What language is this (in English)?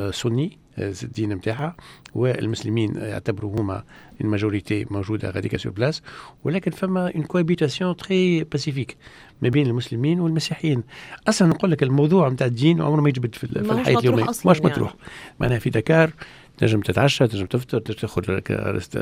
Tunisian Arabic